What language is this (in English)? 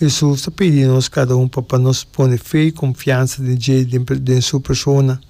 Papiamento